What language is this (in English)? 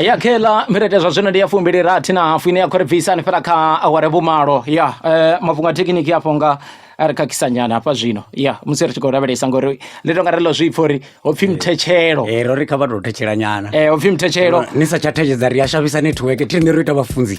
Venda